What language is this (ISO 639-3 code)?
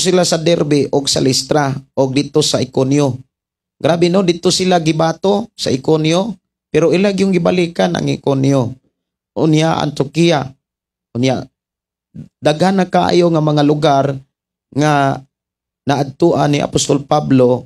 ceb